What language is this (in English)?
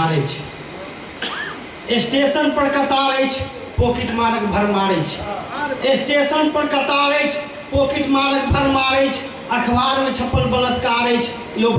Maithili